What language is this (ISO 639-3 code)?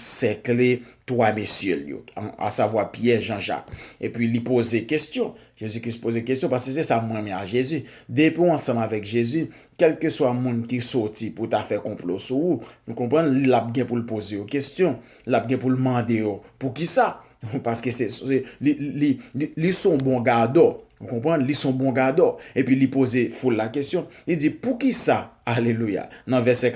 hat